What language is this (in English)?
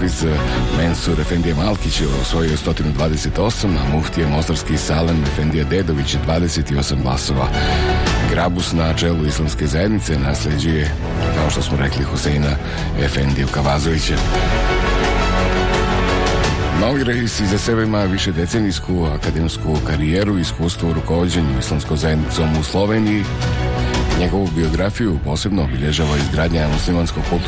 Bosnian